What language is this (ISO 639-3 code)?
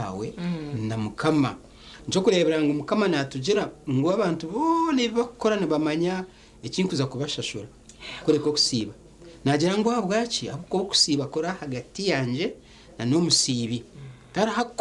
nyn